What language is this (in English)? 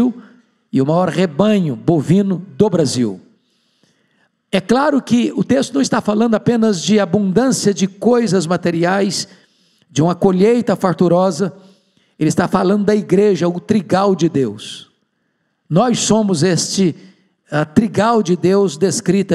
Portuguese